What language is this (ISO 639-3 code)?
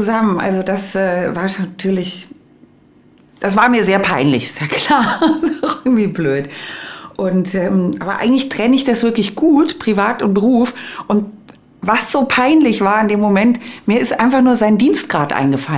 deu